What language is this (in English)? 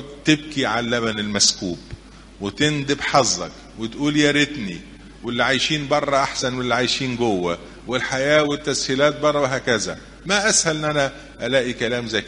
Egyptian Arabic